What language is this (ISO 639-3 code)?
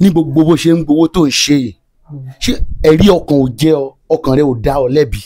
yor